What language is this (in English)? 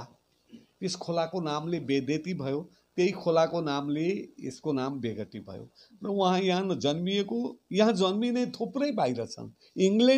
Nepali